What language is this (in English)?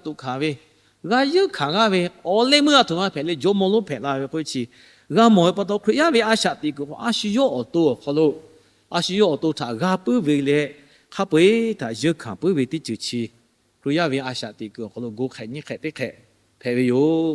Lahu